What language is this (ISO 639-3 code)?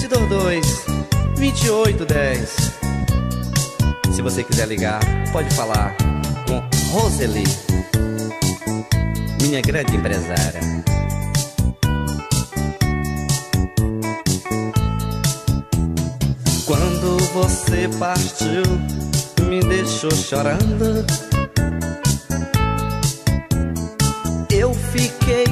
por